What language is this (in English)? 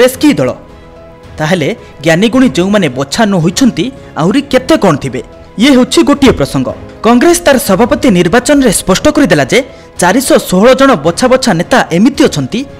Odia